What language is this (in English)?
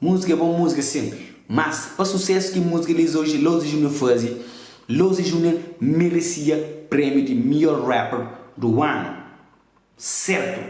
Kabuverdianu